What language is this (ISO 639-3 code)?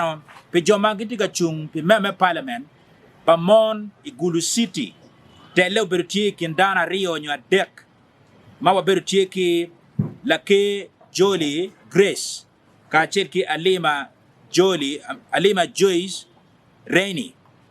ach